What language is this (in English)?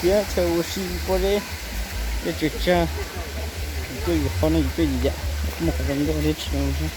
Hmong